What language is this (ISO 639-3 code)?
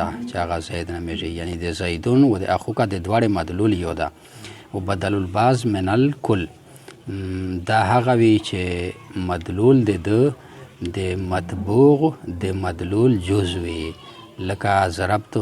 pus